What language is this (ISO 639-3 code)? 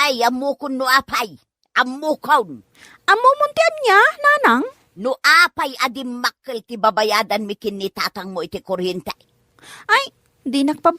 ilo